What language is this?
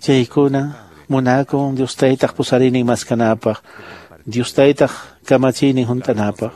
Quechua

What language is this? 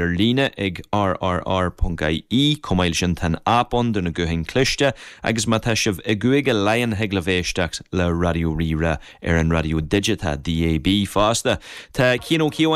Irish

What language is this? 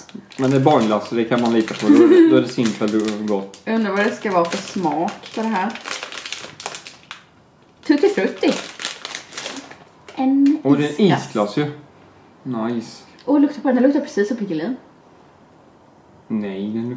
Swedish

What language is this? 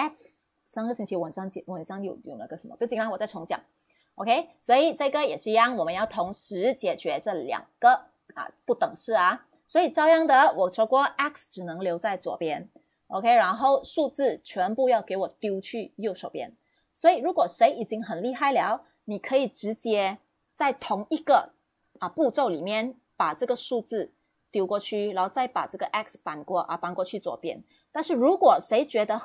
Chinese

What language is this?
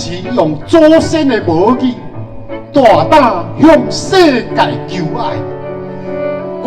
Min Nan Chinese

